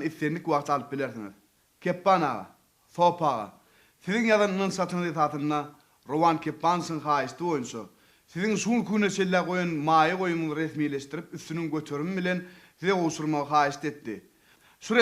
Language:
Turkmen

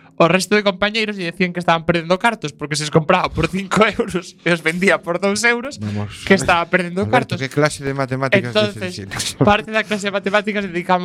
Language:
Galician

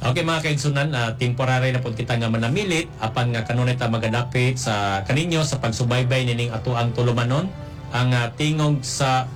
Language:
Cebuano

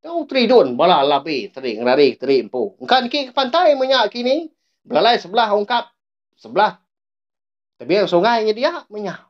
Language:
Iban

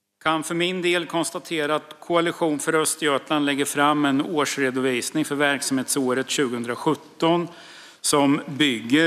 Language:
Swedish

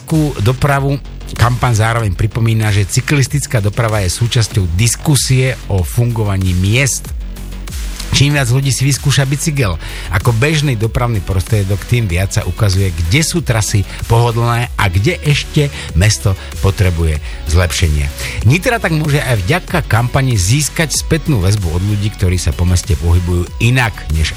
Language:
Slovak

